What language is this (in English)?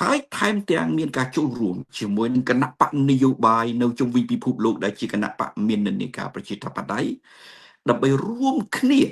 Khmer